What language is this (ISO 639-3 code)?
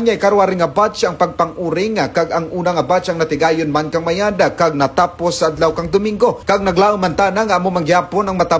krj